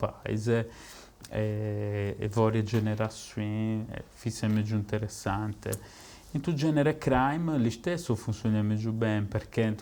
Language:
Sardinian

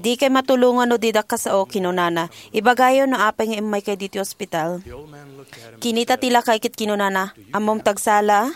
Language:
Iloko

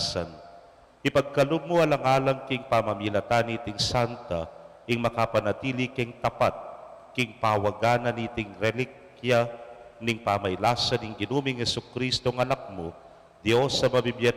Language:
Pampanga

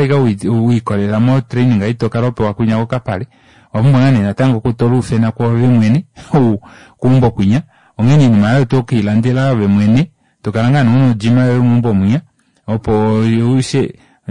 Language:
Kuanyama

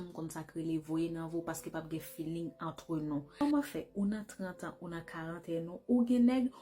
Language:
Haitian Creole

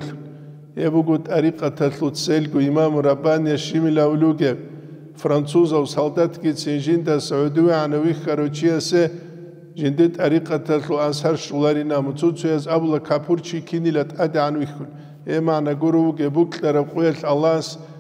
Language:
Avaric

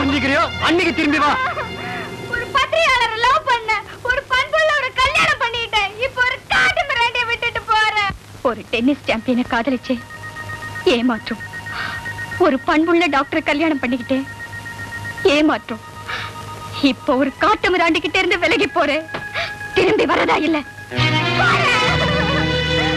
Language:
Tamil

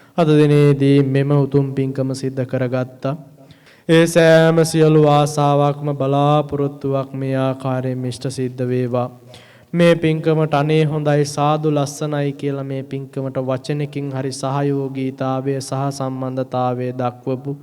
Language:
Sinhala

